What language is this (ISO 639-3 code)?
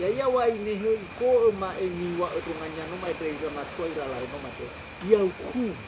nia